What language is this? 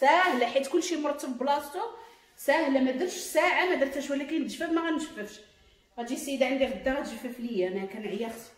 Moroccan Arabic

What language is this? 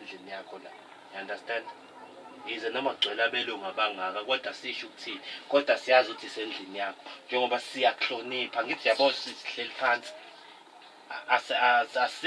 Zulu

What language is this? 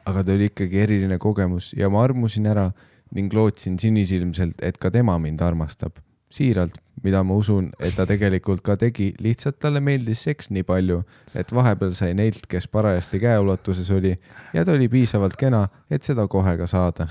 Estonian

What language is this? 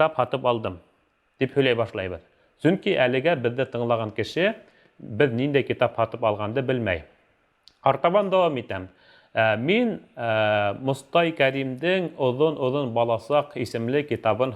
Bashkir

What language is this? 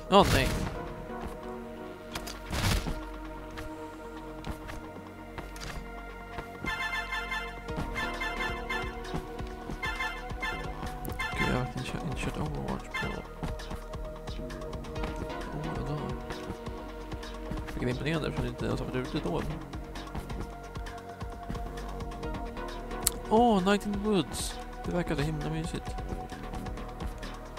Swedish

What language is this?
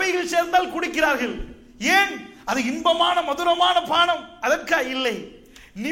Tamil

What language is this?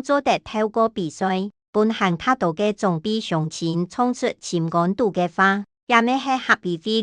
Hakka Chinese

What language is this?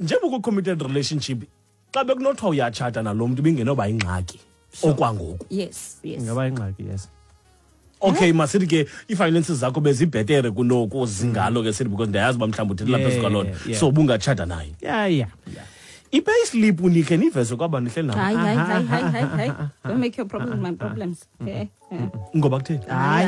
Xhosa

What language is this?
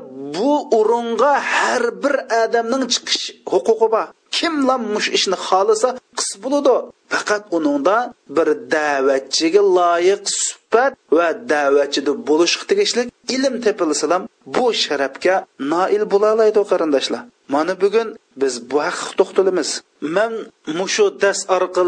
Uyghur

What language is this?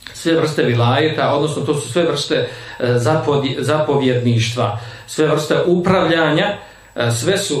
Bosnian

